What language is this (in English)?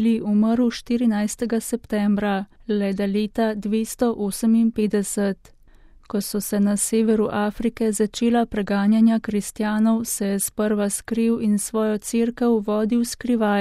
Slovenian